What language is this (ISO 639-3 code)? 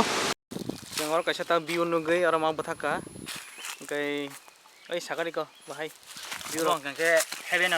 trp